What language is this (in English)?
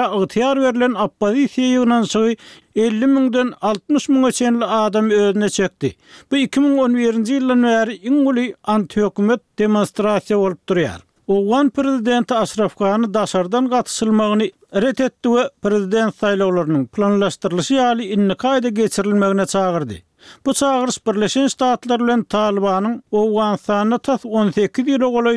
Turkmen